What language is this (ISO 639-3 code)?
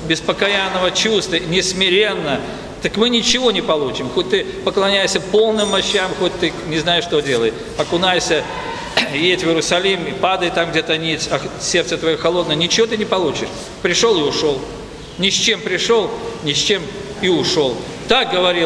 rus